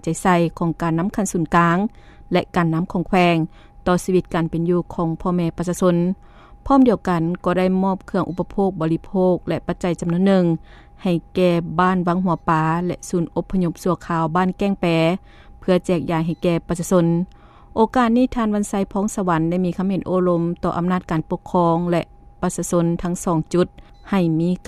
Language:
Lao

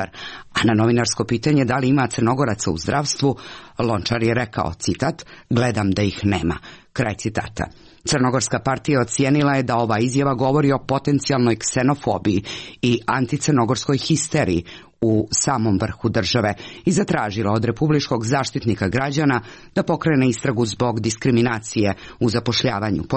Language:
Serbian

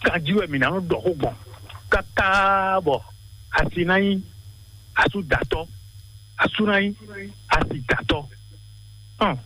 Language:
Fon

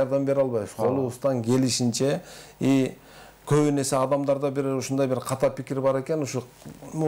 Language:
Kyrgyz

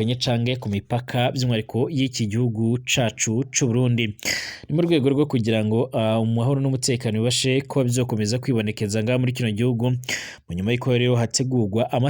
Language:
Rundi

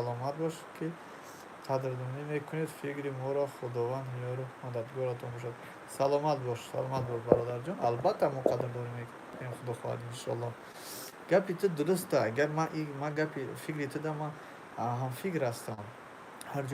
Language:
Tajik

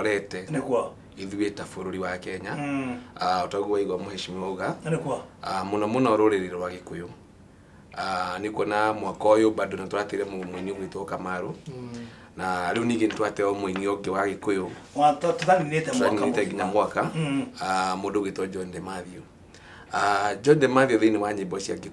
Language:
Kikuyu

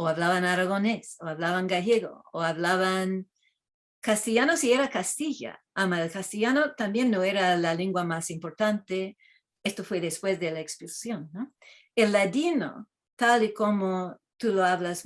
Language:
Ladino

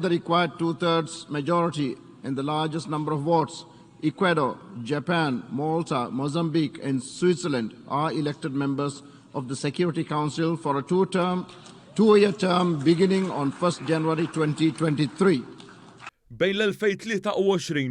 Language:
Maltese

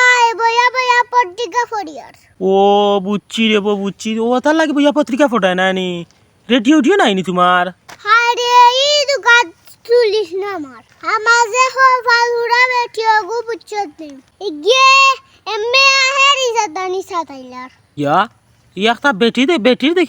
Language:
Sylheti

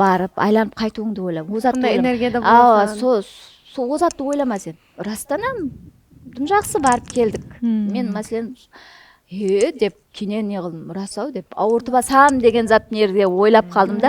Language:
Kara-Kalpak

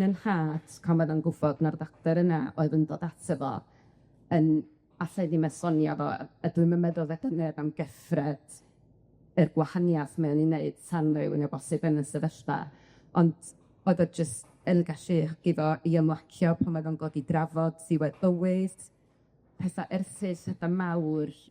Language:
Welsh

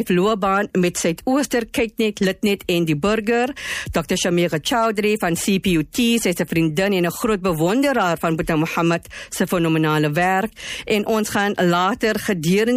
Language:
Afrikaans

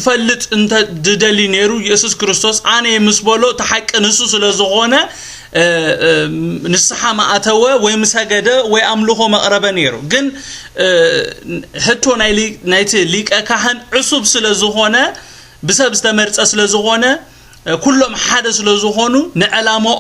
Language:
Tigrinya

